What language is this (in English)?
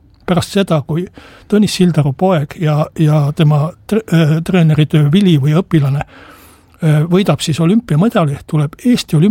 Estonian